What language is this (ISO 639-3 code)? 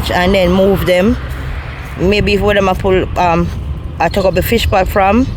jam